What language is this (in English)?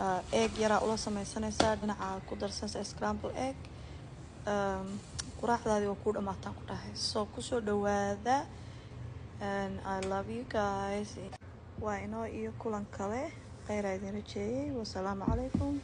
Somali